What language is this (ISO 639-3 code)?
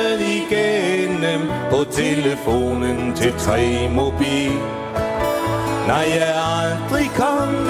dan